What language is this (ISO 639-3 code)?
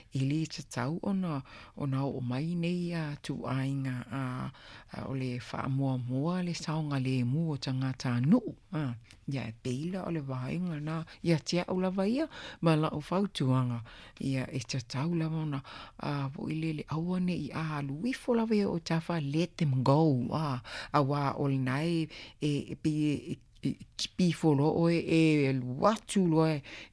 smo